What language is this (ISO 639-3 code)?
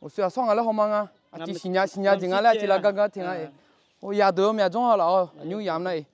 ahk